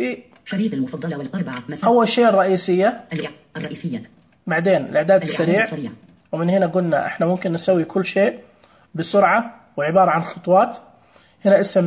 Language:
Najdi Arabic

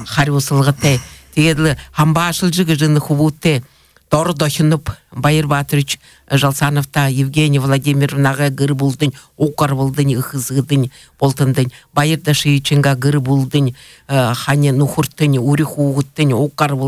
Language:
Buriat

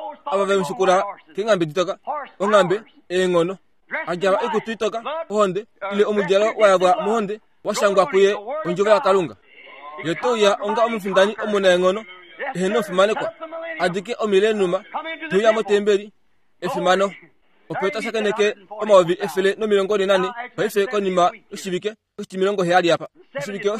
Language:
Kuanyama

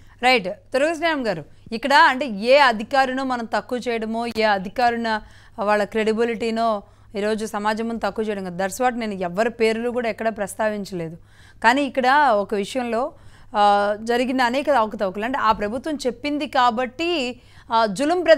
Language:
Telugu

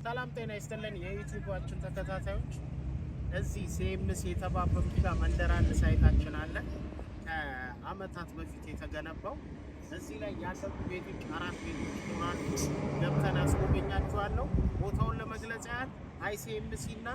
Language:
Amharic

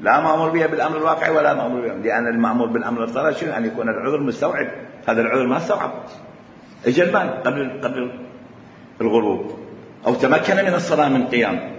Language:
Mesopotamian Arabic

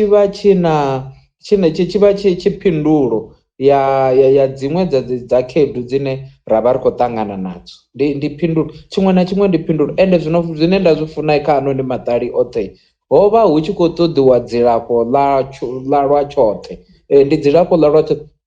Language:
Venda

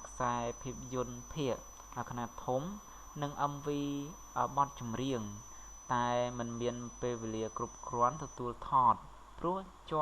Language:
Khmer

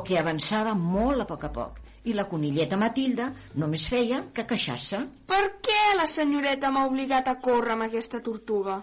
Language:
Catalan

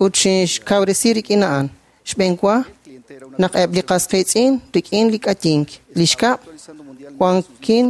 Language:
Kekchí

